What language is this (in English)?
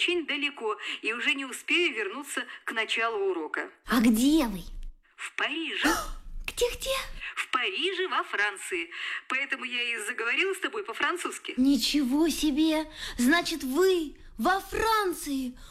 Russian